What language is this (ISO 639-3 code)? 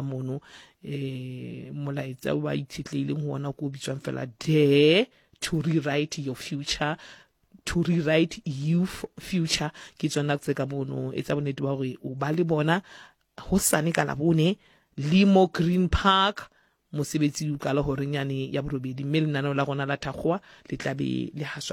sot